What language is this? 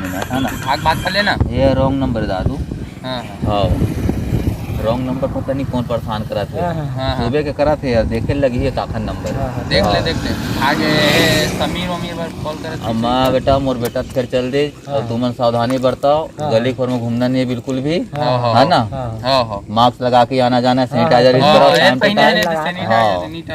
Chhattisgarhi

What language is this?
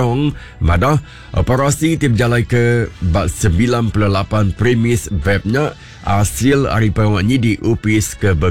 Iban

